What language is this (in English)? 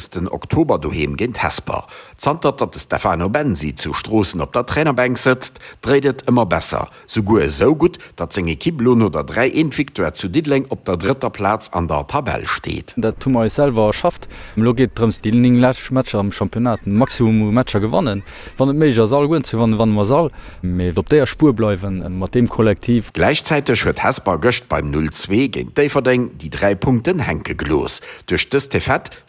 Luxembourgish